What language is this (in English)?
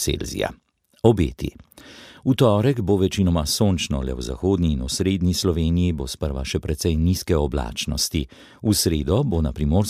Slovenian